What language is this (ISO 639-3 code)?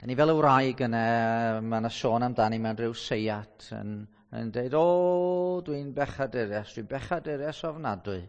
cym